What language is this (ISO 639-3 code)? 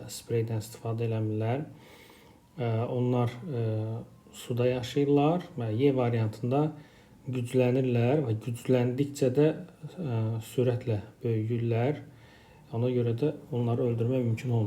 aze